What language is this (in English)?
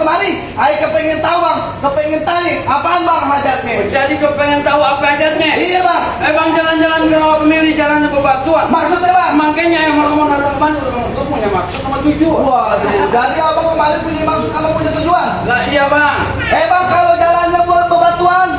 Betawi